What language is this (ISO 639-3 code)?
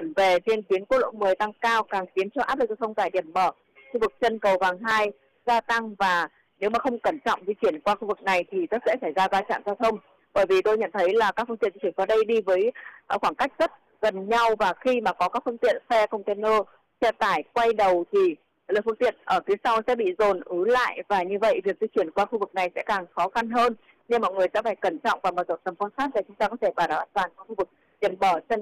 vie